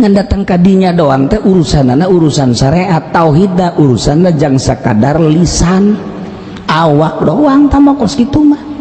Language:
Sundanese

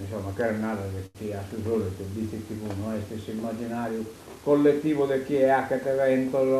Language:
Sardinian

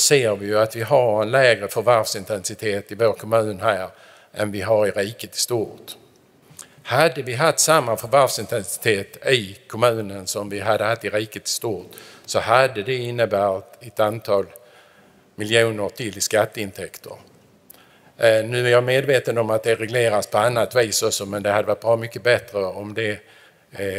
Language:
Swedish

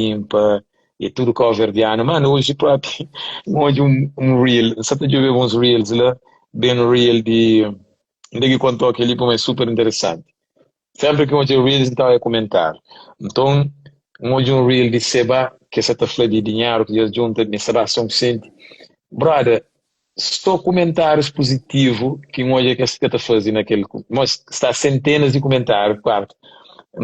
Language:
Kabuverdianu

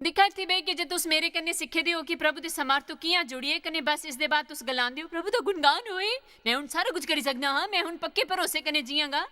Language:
Dogri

